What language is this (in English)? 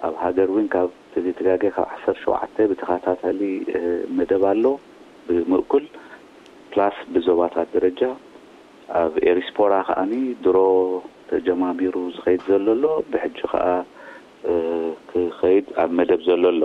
Tigrinya